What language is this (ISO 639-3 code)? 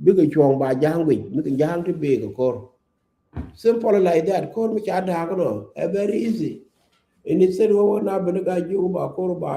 nus